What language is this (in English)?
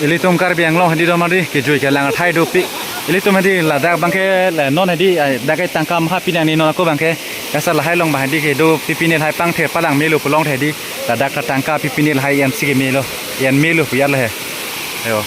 Karbi